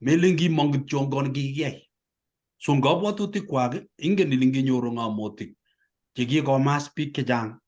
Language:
Kalenjin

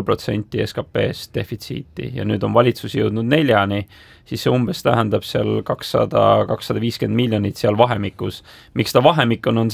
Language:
Estonian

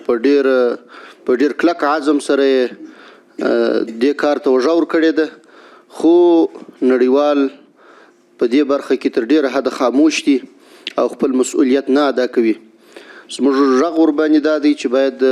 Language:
Pashto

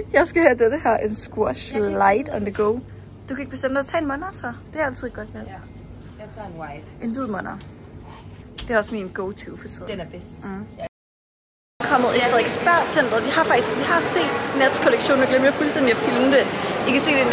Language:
Danish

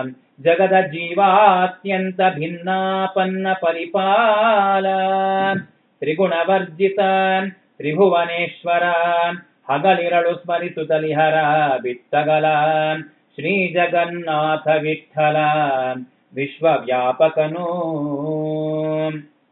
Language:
Kannada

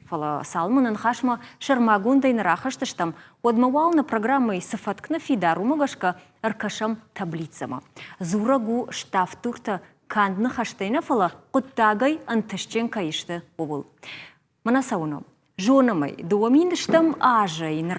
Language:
Ossetic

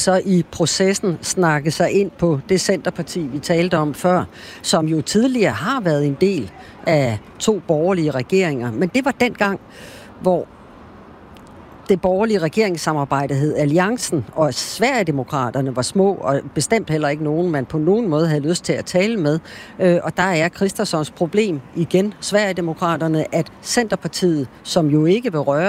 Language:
Danish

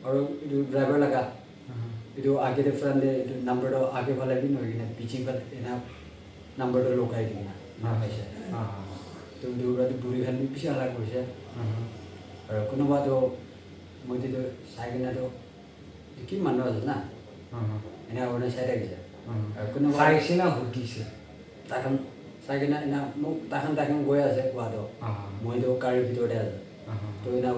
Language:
Naga Pidgin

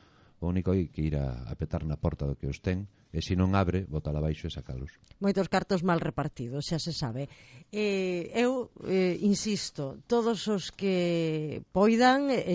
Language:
Galician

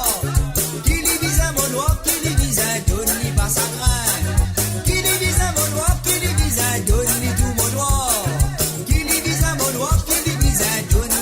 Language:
Morisyen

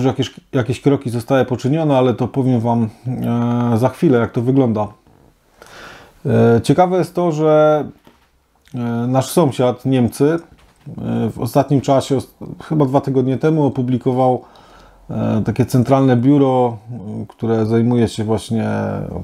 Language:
Polish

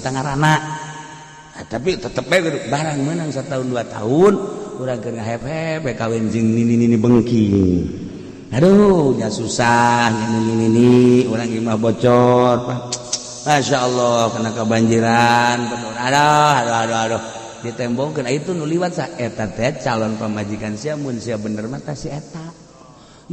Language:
Sundanese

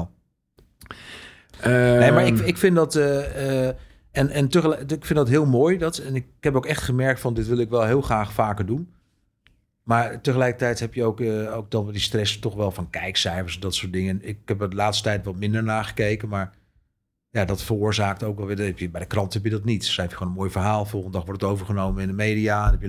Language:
Dutch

